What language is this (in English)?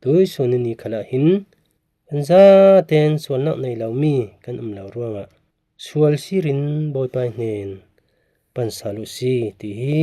Falam Chin